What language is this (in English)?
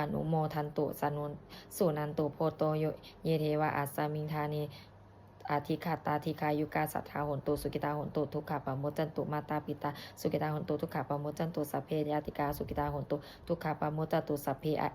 Pali